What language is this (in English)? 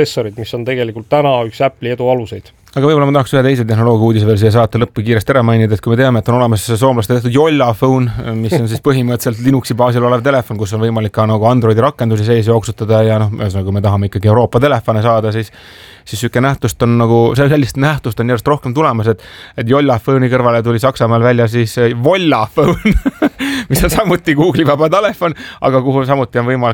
Estonian